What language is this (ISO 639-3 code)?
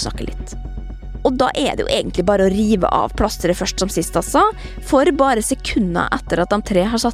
nor